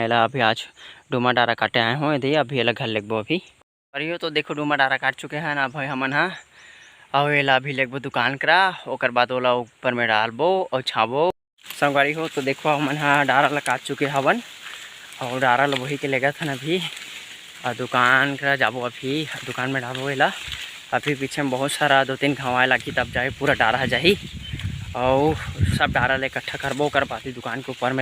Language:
Chhattisgarhi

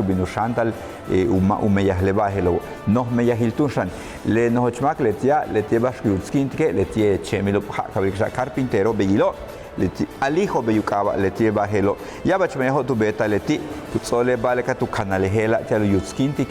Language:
Yucateco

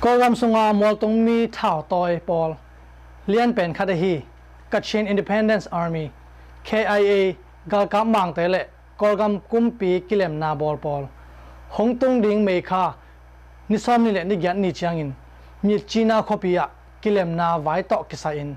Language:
Tedim Chin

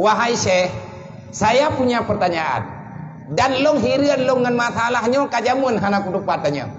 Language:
Achinese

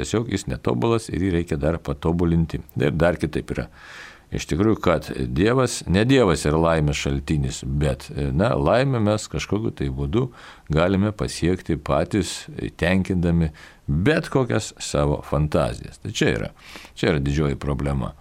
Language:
Lithuanian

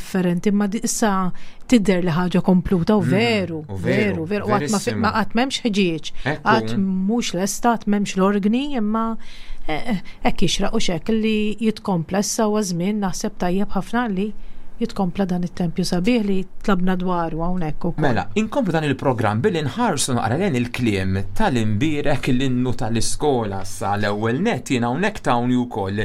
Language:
Maltese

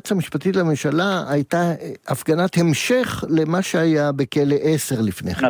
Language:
Hebrew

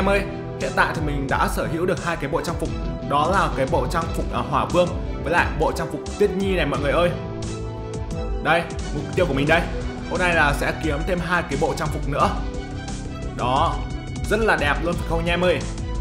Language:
Vietnamese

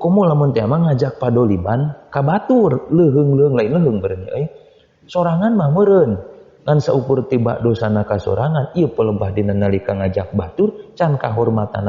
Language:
Sundanese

